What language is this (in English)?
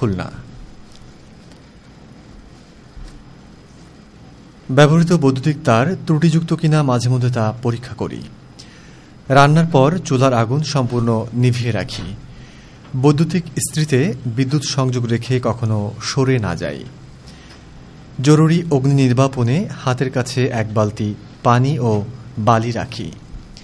Bangla